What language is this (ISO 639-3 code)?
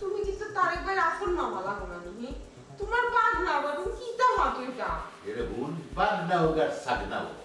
syl